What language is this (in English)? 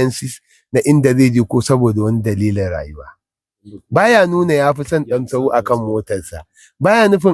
Hausa